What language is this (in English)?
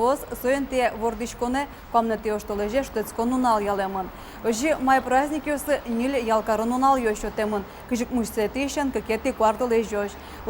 Udmurt